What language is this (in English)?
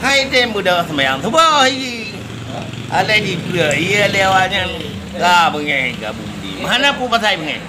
Achinese